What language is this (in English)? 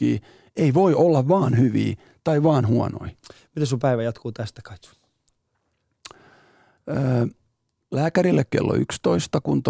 Finnish